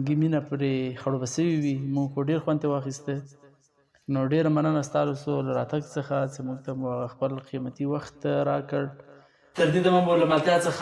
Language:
Pashto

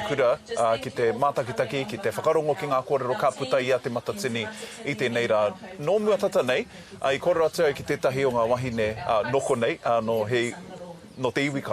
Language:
Māori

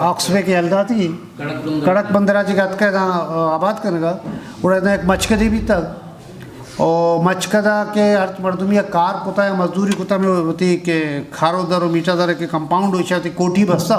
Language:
Eastern Balochi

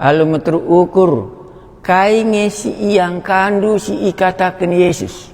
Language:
Batak Karo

